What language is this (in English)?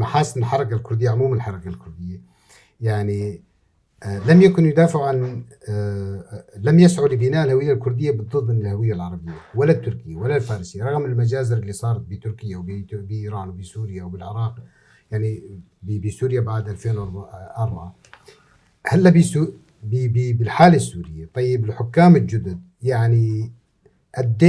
North Levantine Arabic